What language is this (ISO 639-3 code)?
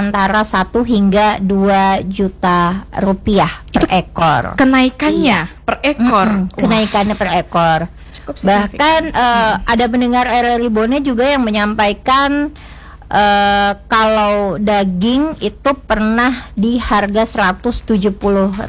ind